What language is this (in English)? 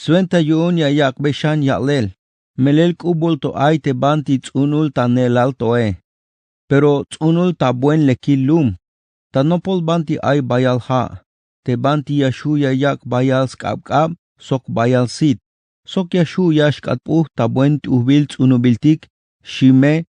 Tzeltal